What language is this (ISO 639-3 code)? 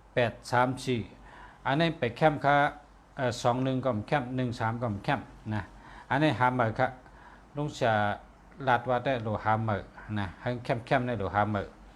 shn